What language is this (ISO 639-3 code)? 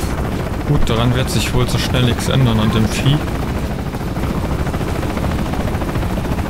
deu